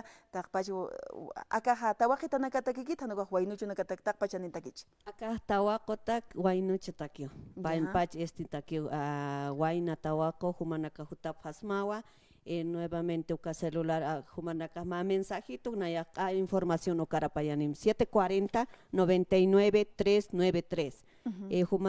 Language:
Aymara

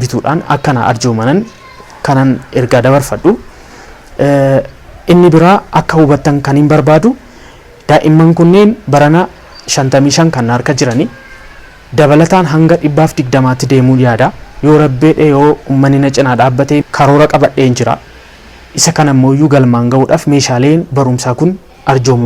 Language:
Oromo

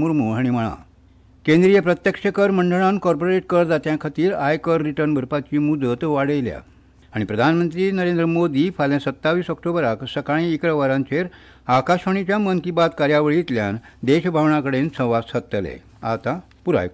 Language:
Konkani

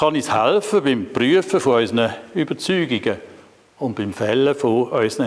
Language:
Swiss German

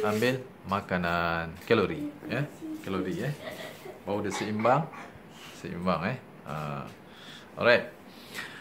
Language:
Malay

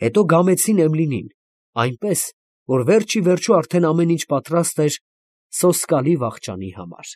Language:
Armenian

